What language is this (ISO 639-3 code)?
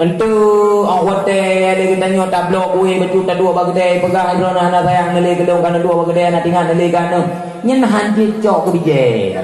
ace